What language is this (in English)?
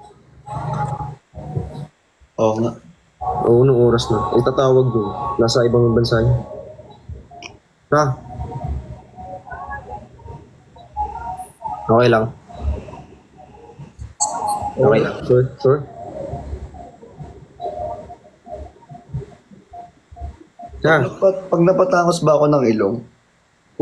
Filipino